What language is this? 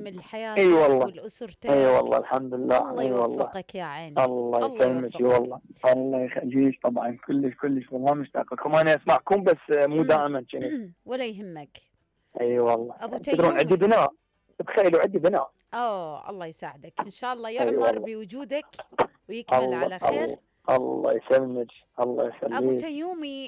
Mesopotamian Arabic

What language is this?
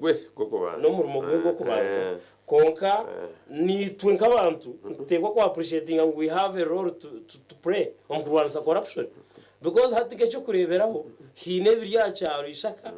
Nyankole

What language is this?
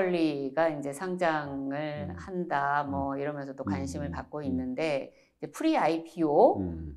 Korean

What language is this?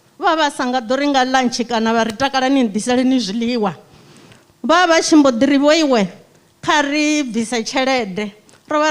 Venda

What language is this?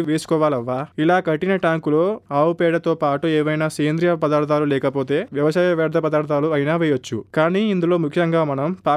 Telugu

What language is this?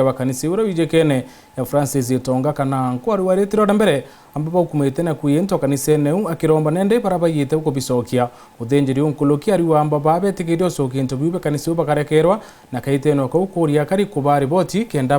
Meru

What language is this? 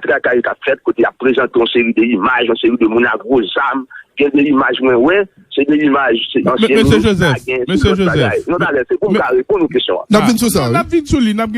Haitian Creole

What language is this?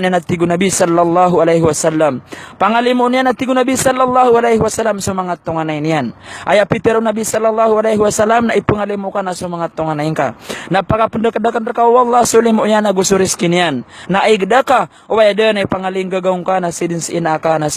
Maranao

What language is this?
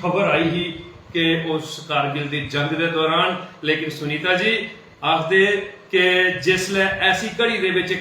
Dogri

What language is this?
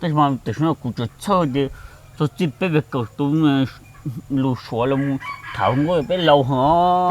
Hmong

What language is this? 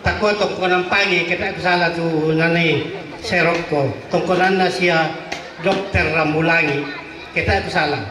Toraja-Sa'dan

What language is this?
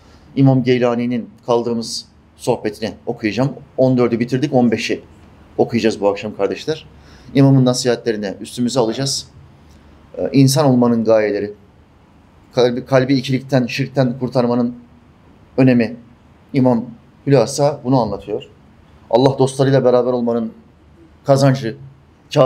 Turkish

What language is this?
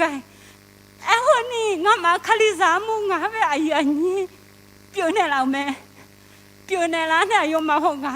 Akha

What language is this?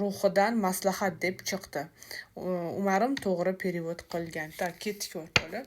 Uzbek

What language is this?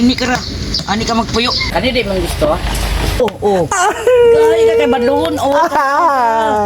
Cebuano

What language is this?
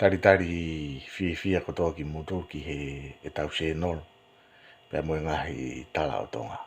Tongan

